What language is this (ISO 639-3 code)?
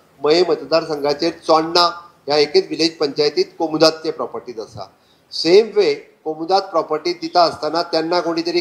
kok